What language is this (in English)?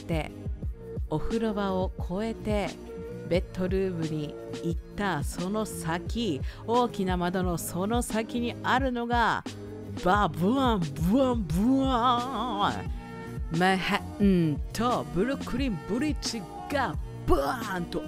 Japanese